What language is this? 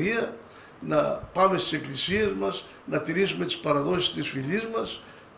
Greek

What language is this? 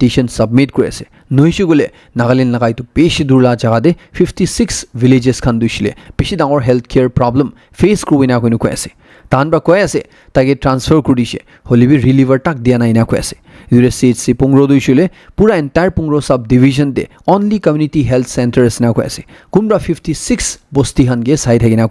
Naga Pidgin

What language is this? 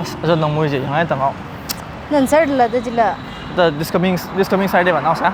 Tangkhul Naga (India)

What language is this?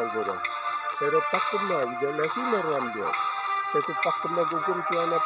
Batak Toba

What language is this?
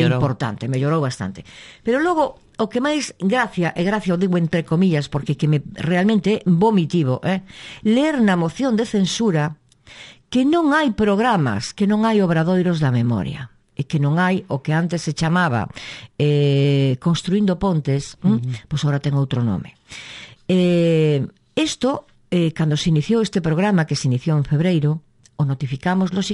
Galician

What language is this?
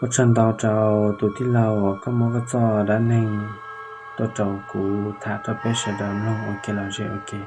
Hmong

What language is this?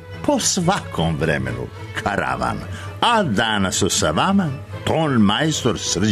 Serbian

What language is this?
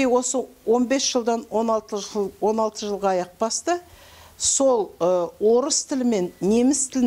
Kazakh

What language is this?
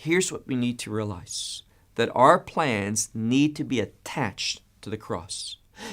English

